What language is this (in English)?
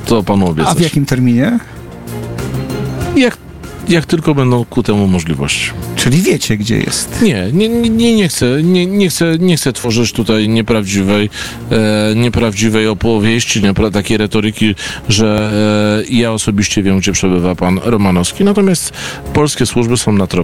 Polish